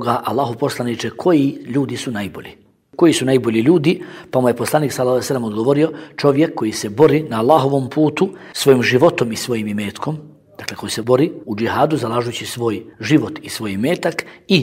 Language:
Bosnian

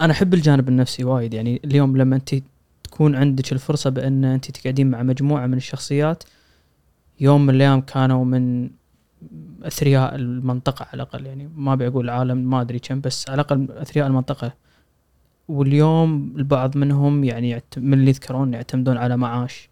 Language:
Gulf Arabic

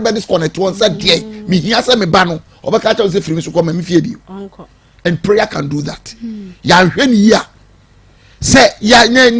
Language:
Akan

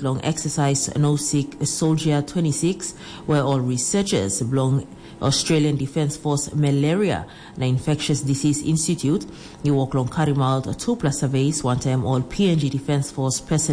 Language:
Tok Pisin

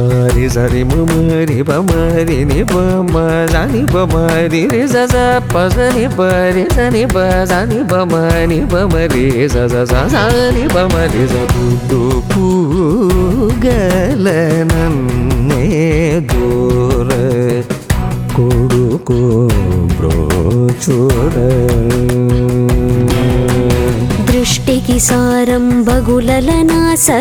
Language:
Telugu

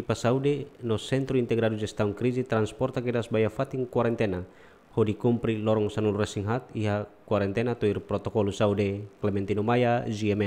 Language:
Tetum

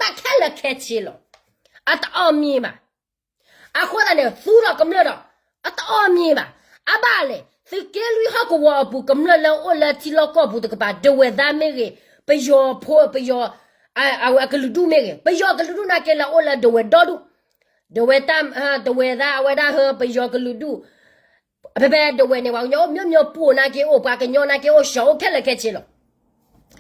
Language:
S'gaw Karen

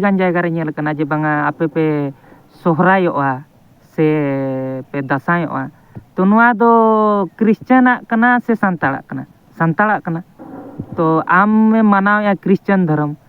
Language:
Santali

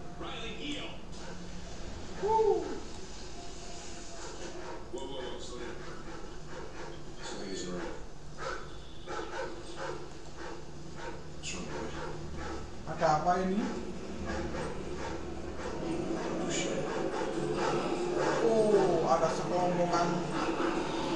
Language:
Indonesian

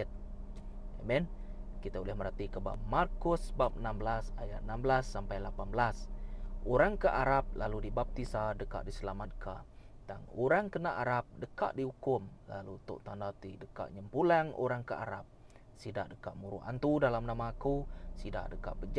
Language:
Iban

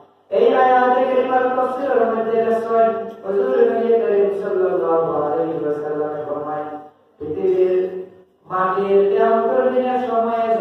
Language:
Sylheti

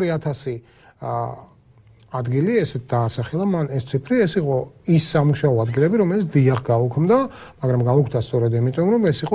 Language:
Georgian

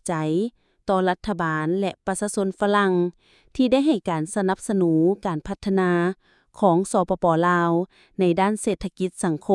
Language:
Lao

